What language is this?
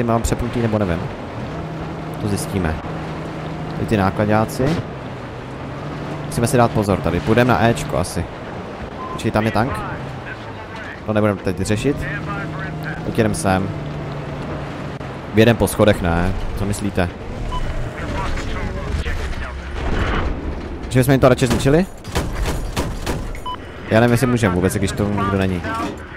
Czech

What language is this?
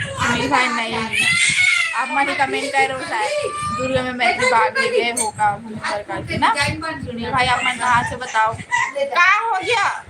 Chhattisgarhi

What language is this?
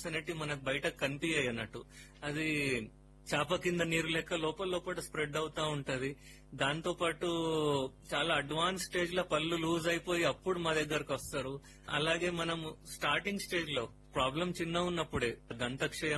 Telugu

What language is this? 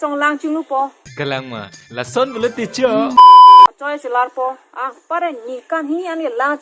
Karbi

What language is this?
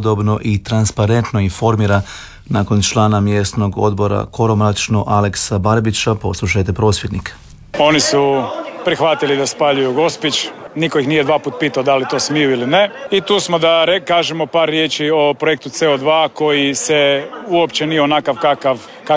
Croatian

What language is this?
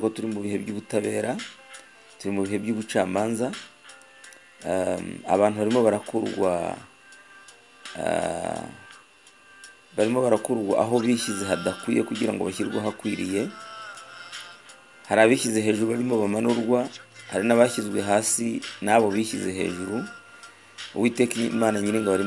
Kinyarwanda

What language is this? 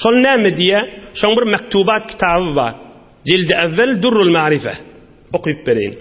Turkmen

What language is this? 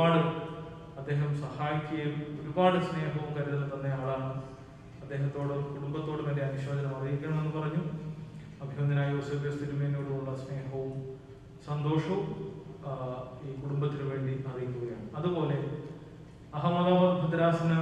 Malayalam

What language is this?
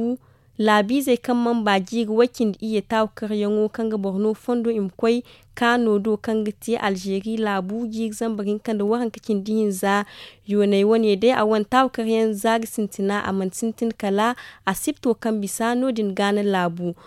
Zarma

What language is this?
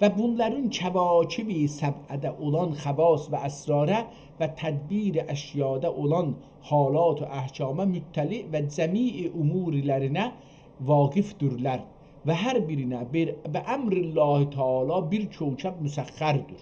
South Azerbaijani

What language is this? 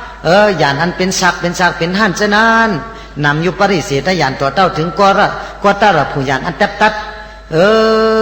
Shan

